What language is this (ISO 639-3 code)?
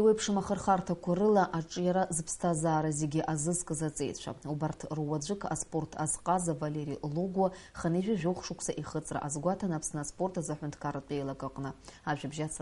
abk